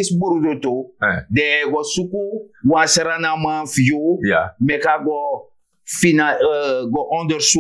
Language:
Sranan Tongo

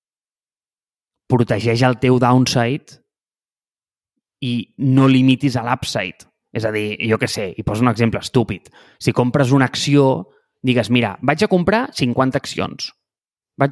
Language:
Catalan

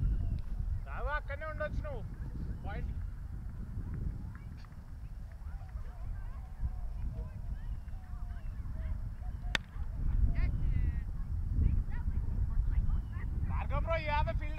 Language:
Telugu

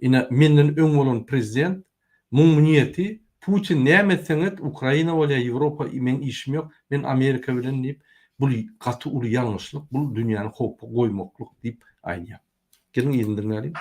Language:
Turkmen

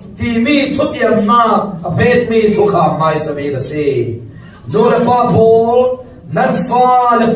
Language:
Falam Chin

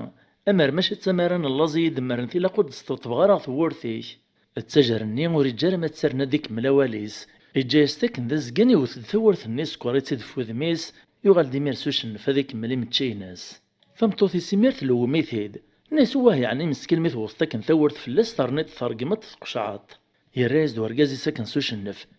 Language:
Kabyle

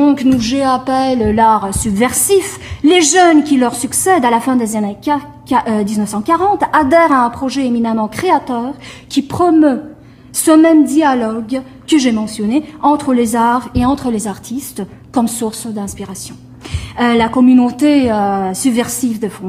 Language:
French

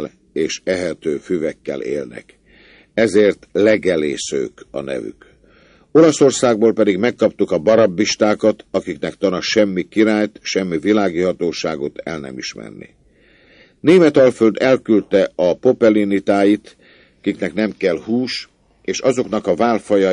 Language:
Hungarian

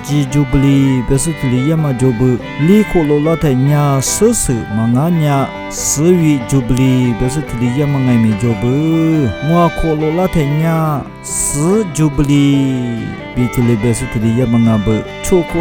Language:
Lisu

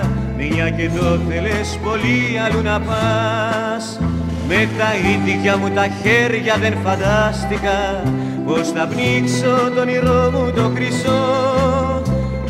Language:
Greek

